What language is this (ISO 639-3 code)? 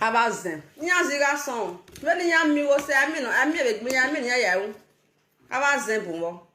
pcm